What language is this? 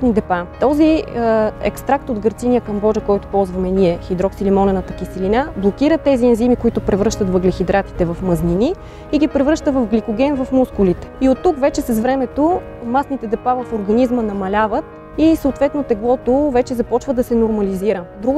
Bulgarian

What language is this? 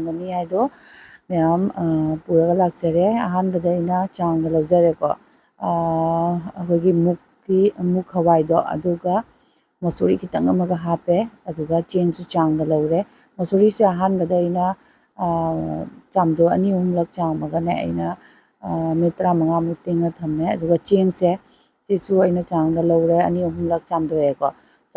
Manipuri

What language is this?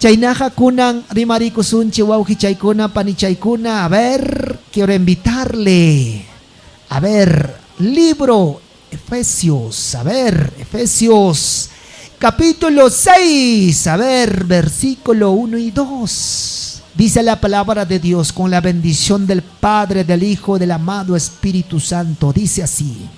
Ayacucho Quechua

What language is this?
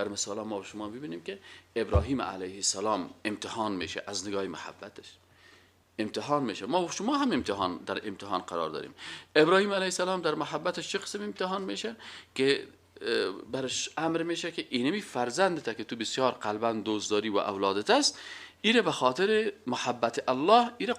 Persian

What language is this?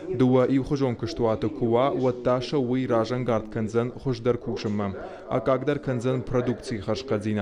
Ossetic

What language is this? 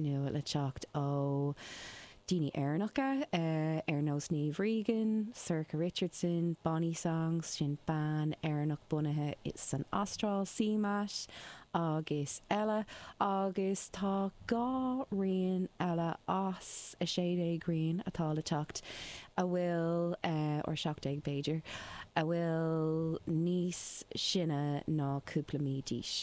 Irish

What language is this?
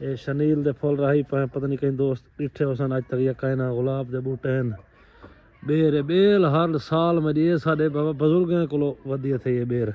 Saraiki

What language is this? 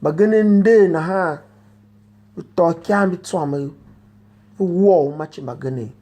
Tiv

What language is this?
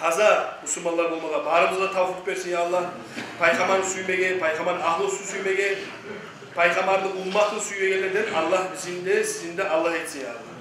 Kumyk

